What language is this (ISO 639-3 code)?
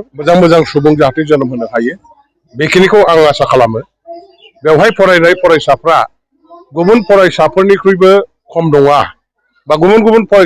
brx